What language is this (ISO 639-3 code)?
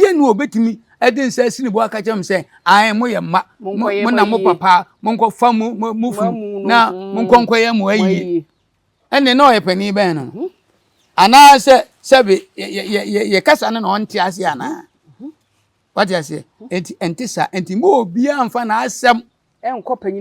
aka